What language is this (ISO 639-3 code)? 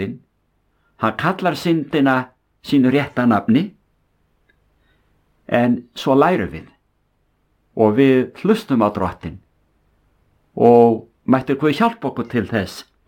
isl